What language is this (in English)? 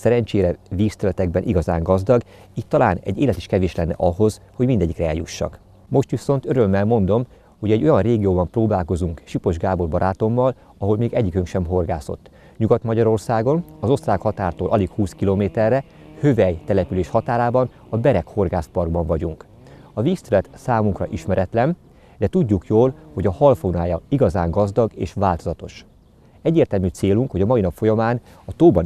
Hungarian